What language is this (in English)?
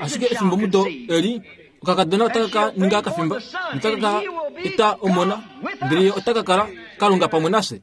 Kuanyama